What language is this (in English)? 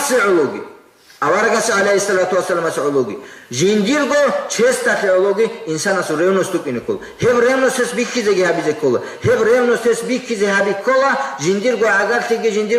Avaric